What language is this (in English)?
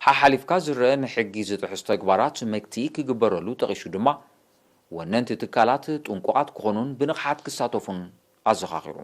Tigrinya